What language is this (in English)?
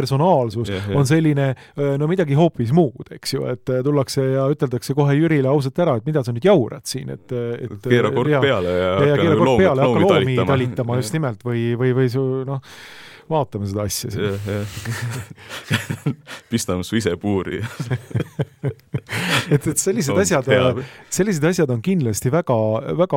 Estonian